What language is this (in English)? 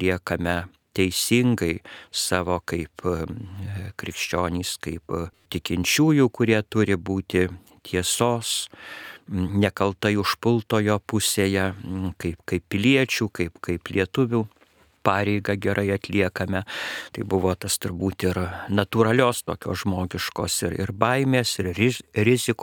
Lithuanian